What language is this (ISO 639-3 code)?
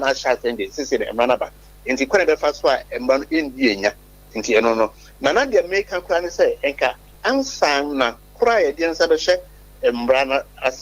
aka